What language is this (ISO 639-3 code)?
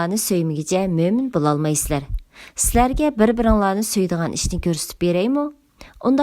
uig